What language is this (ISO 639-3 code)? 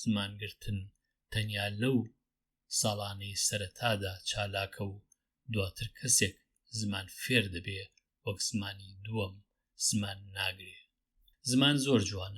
ckb